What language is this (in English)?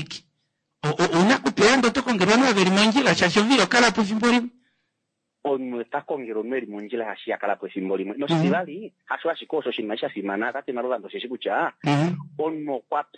Kuanyama